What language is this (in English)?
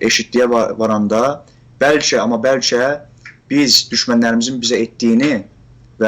South Azerbaijani